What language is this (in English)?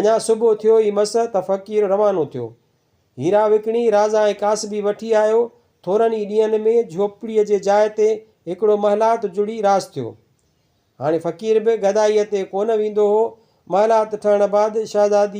Sindhi